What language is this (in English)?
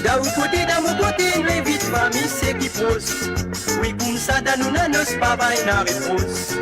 Morisyen